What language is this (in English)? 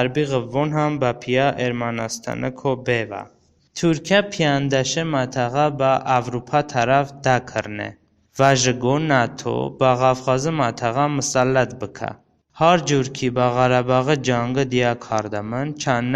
Talysh